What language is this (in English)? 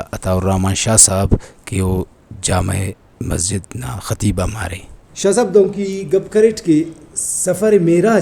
Brahui